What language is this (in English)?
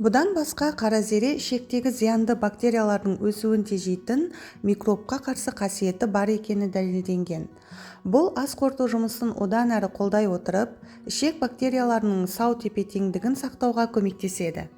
Kazakh